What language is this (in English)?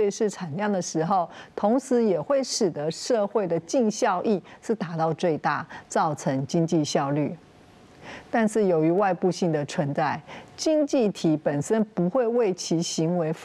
Chinese